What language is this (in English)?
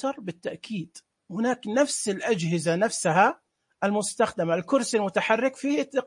Najdi Arabic